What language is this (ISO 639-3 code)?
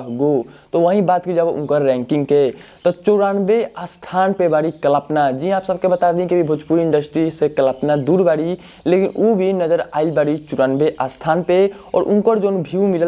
bho